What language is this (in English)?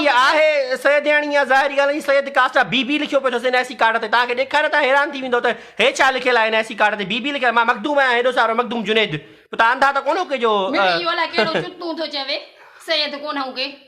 Sindhi